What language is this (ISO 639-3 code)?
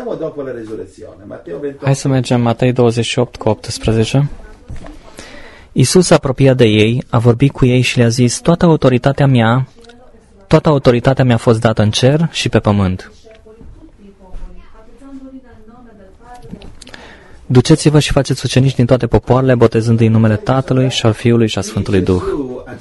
ron